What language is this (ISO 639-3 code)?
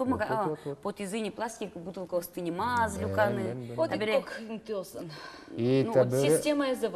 udm